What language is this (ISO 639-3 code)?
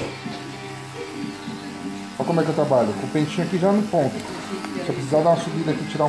por